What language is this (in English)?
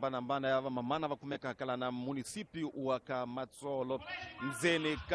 Tsonga